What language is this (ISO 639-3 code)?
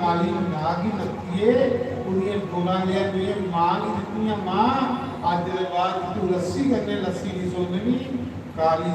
doi